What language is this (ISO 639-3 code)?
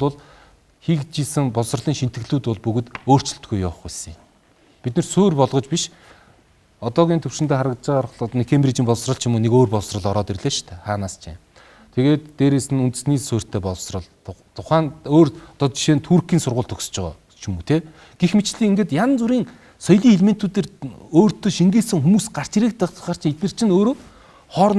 mon